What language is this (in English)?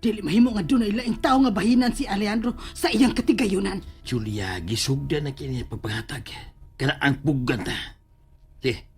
Cebuano